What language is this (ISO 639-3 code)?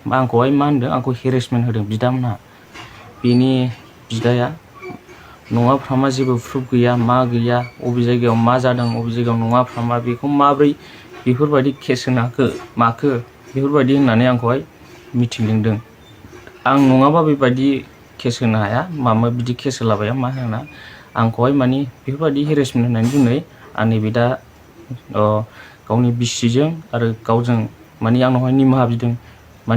brx